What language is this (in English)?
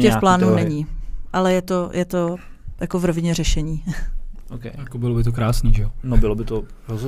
Czech